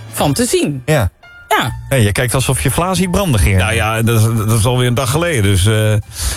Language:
Dutch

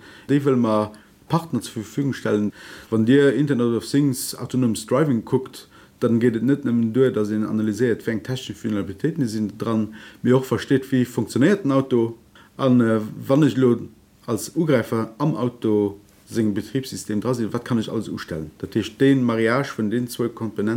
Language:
Luxembourgish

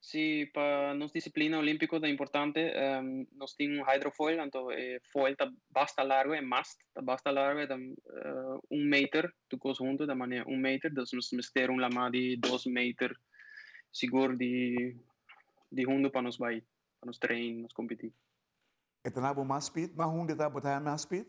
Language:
Papiamento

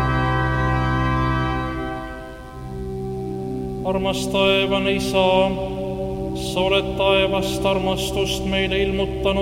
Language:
Estonian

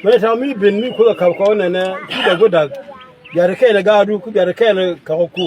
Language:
Nuer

